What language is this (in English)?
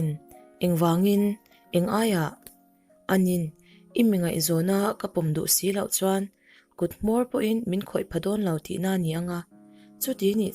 Mizo